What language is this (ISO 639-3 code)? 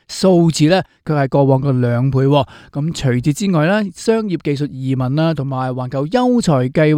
yue